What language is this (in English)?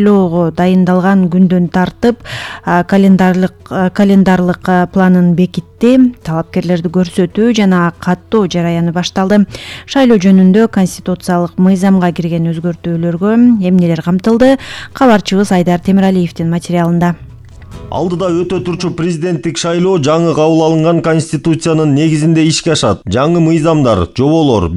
Kyrgyz